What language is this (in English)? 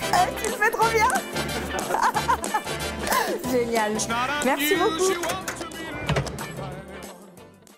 French